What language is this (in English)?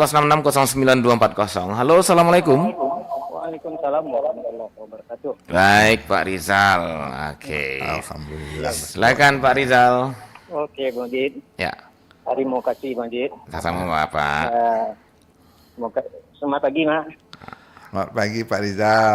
Minangkabau